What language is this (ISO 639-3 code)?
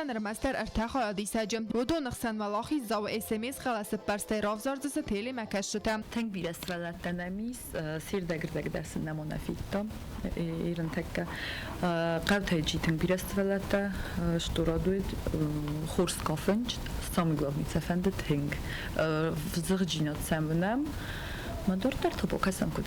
oss